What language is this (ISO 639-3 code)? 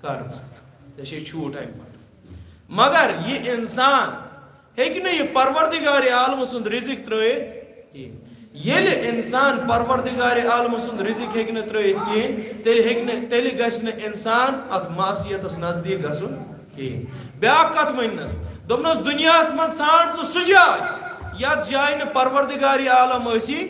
kas